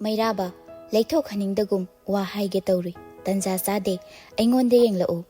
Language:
Manipuri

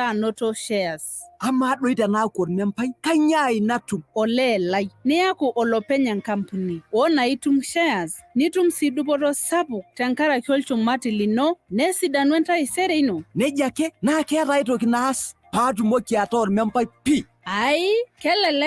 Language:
Masai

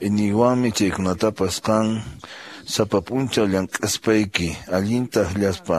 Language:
Quechua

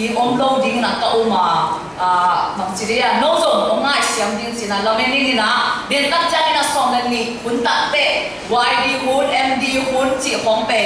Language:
Tedim Chin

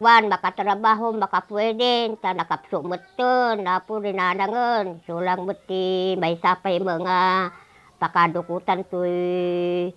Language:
Iloko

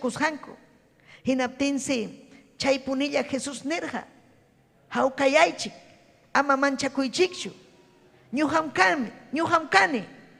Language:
Ayacucho Quechua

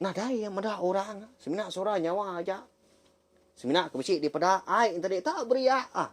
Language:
Iban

